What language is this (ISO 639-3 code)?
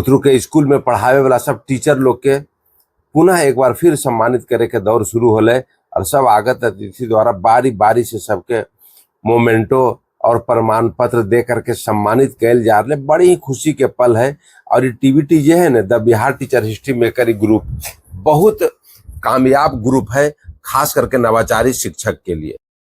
mag